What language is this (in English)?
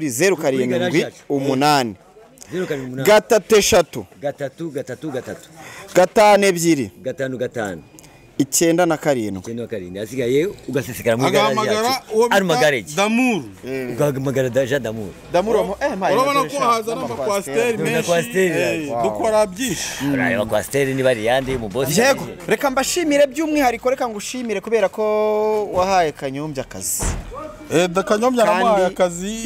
Kinyarwanda